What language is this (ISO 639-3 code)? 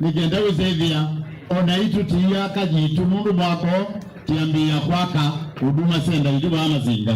kam